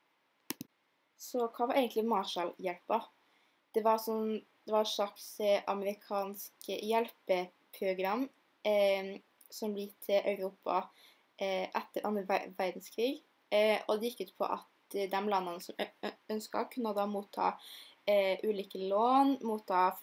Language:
Norwegian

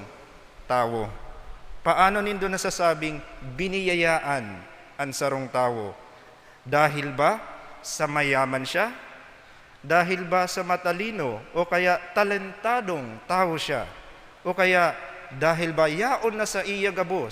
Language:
Bikol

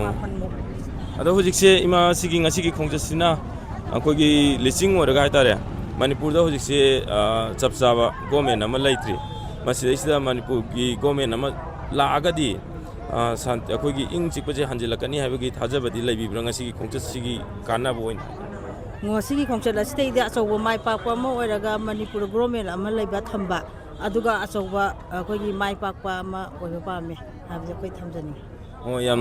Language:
Manipuri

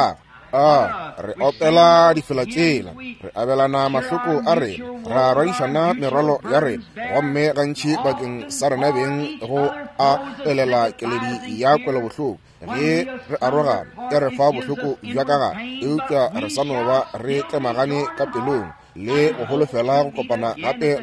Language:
Northern Sotho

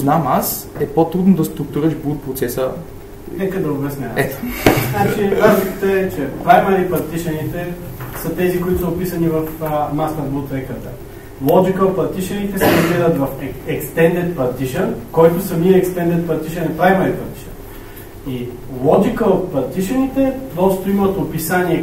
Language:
Bulgarian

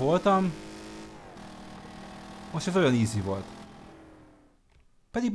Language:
Hungarian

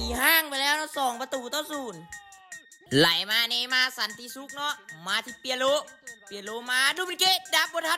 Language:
Lao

